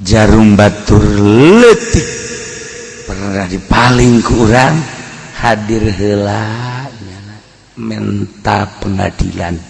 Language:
Sundanese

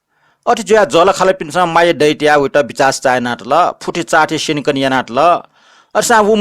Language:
Newari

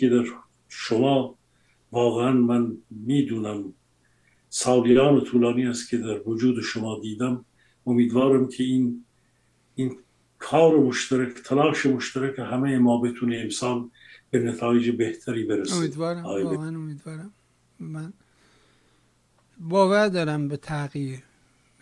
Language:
Persian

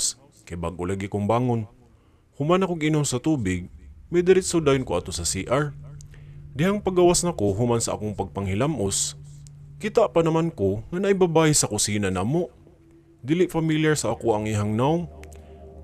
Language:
Cebuano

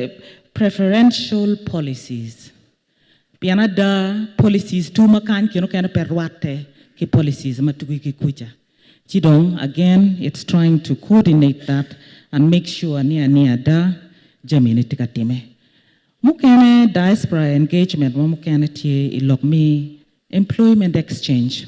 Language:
Acoli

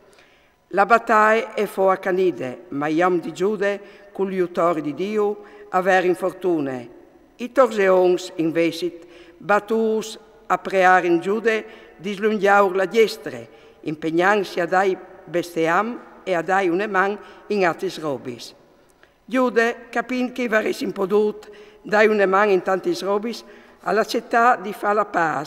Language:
Friulian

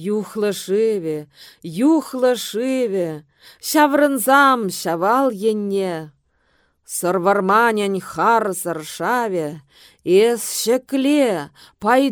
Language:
Chuvash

